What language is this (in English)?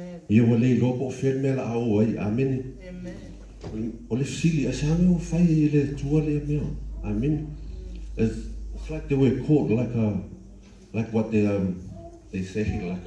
Samoan